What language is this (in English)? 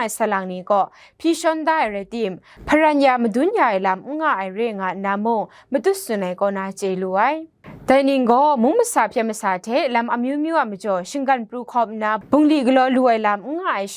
Kachin